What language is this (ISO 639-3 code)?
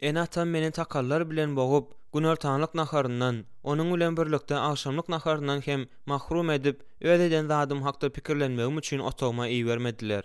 tuk